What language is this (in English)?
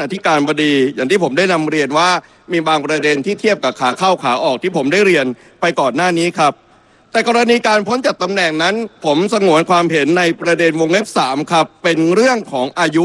Thai